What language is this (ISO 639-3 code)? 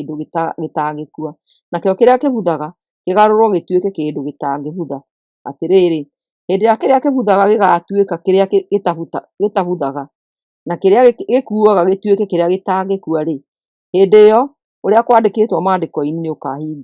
kik